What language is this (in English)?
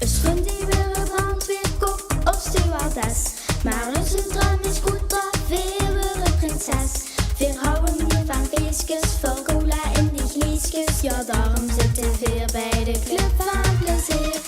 Limburgish